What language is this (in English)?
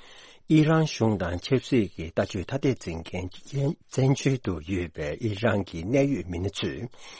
Tibetan